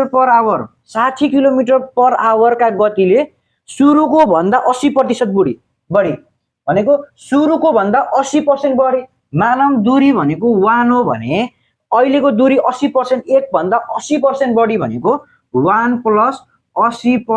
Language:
Nepali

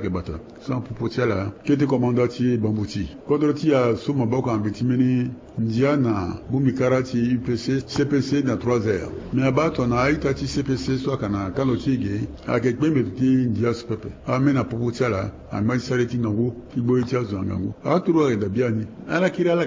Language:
Sango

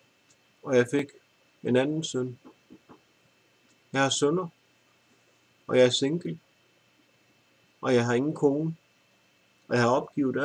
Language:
Danish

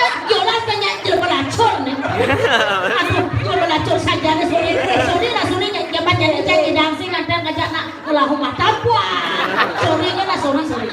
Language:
Balinese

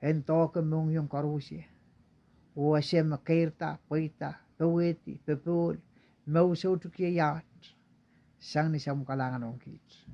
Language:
Pohnpeian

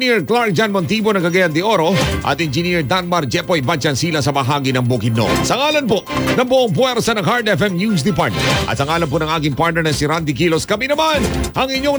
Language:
Filipino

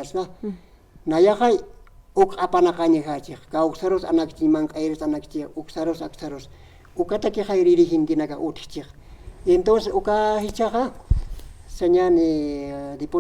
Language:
Aymara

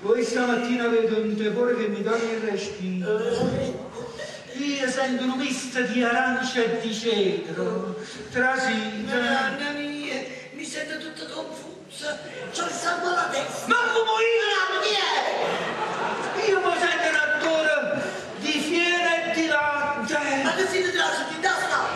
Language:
Neapolitan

